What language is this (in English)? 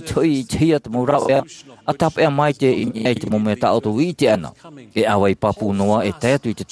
Tahitian